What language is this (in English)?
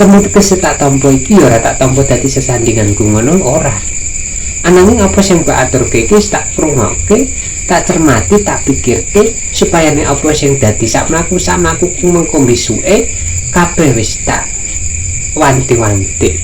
Javanese